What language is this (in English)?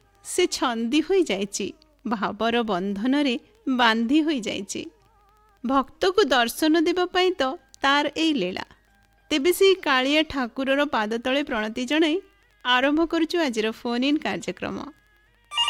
Odia